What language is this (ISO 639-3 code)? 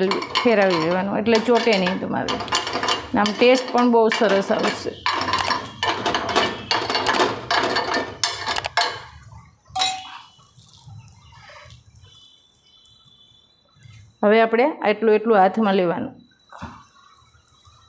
guj